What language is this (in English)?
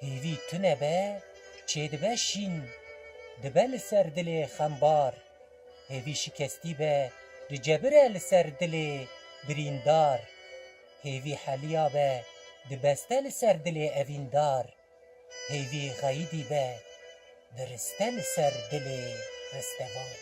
Kurdish